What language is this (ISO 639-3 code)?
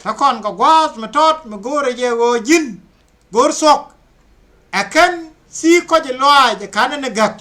nus